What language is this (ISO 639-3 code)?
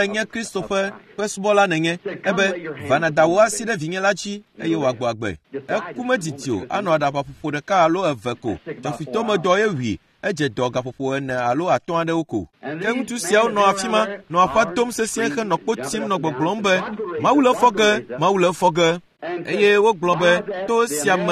ewe